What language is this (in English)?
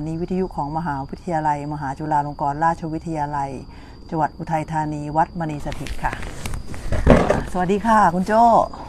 Thai